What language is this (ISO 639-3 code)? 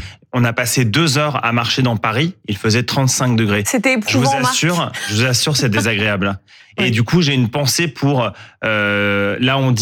fra